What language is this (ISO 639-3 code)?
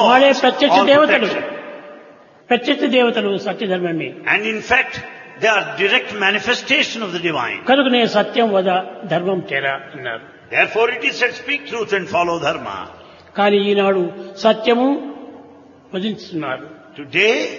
tel